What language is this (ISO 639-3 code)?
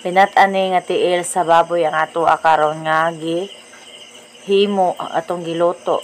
ceb